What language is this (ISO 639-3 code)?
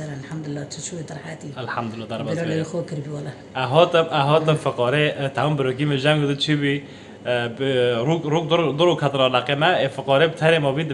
kur